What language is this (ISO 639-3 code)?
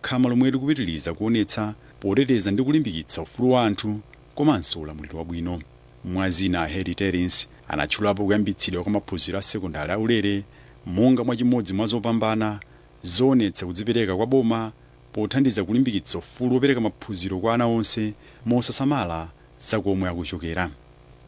nya